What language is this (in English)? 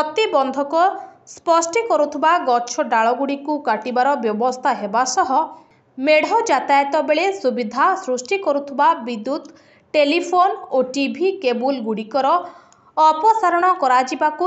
Odia